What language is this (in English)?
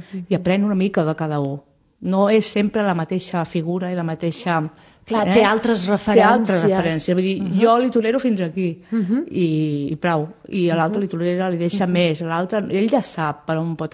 Catalan